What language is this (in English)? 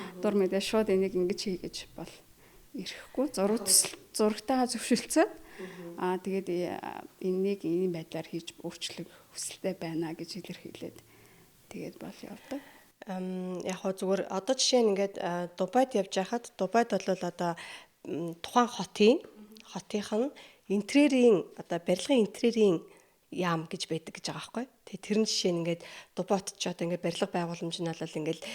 Mongolian